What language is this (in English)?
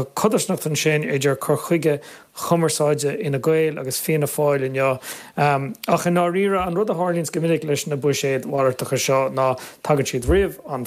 Irish